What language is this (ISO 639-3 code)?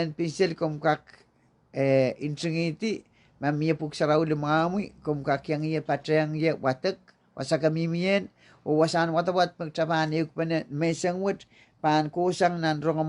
pon